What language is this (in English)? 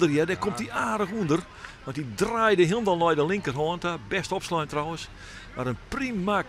Western Frisian